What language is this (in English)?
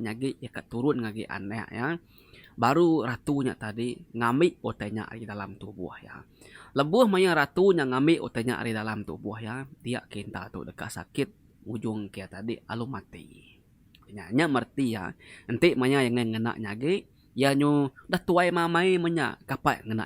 Iban